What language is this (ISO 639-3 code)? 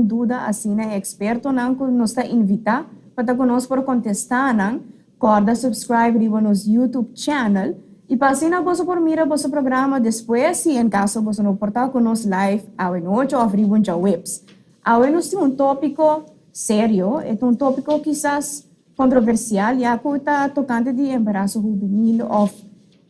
pap